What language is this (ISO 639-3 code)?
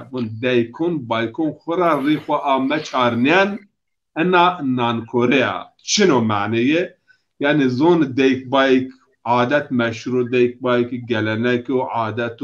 zza